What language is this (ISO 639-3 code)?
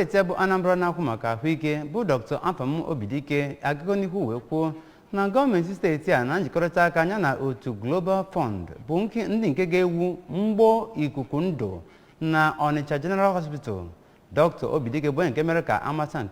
ibo